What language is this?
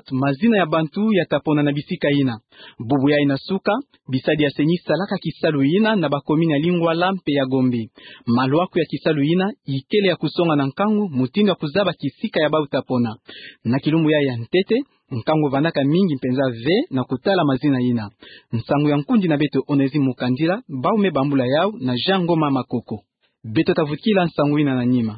Kituba (Democratic Republic of Congo)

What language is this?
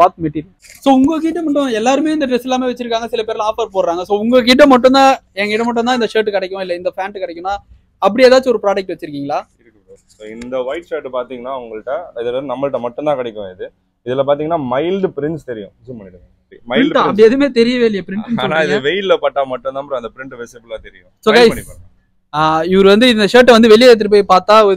Tamil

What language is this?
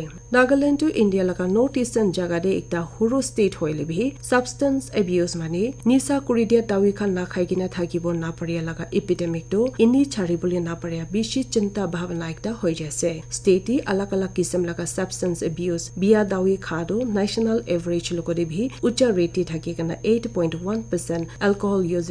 Naga Pidgin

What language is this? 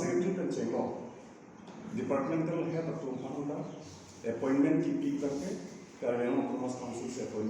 Karbi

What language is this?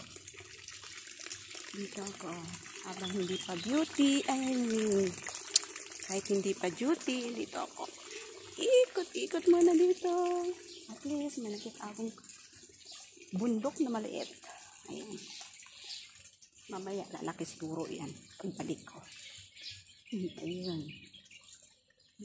Filipino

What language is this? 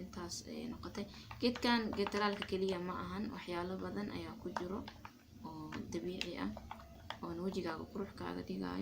Somali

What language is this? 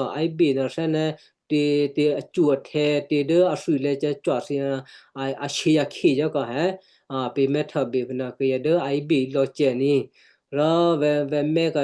Western Kayah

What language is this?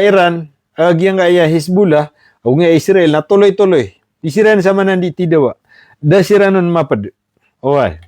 Maranao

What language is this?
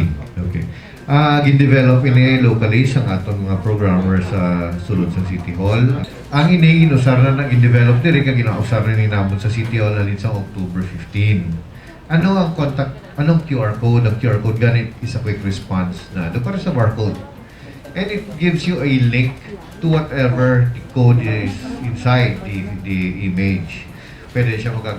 Hiligaynon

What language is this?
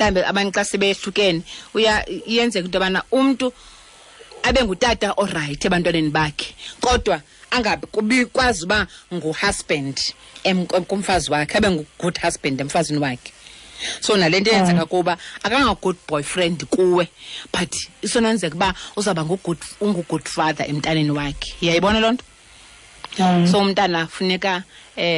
Xhosa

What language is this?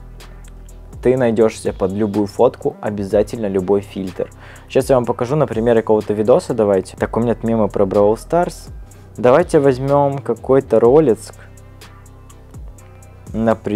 Russian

